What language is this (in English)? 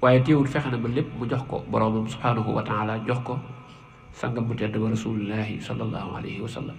Wolof